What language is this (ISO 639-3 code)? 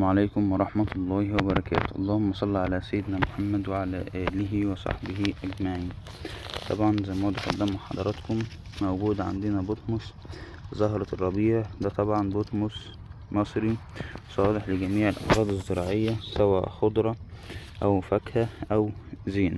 arz